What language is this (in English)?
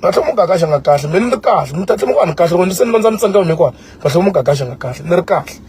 Tsonga